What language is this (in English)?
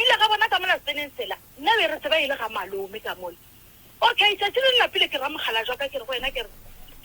Northern Sotho